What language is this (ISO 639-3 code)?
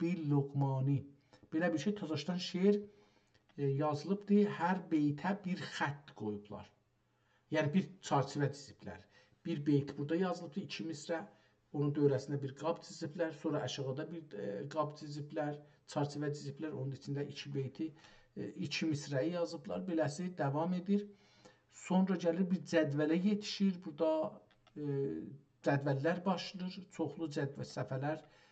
azb